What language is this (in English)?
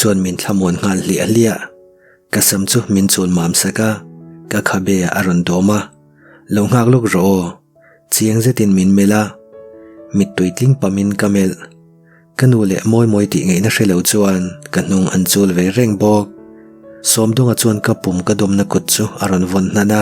Mizo